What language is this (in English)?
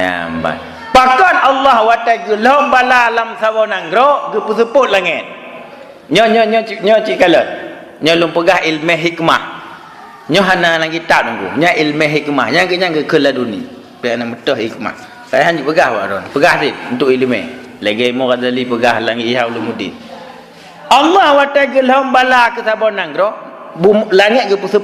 Achinese